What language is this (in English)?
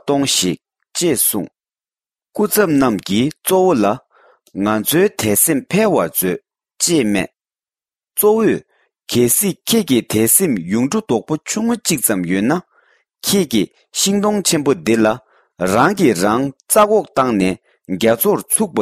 Tibetan